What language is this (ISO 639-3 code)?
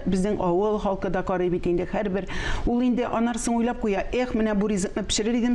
tat